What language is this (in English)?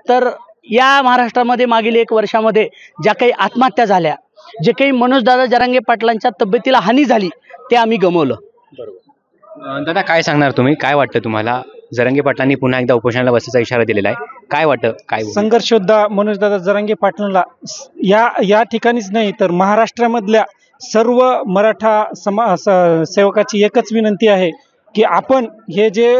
Marathi